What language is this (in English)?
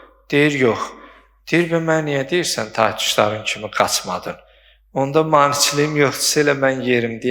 Azerbaijani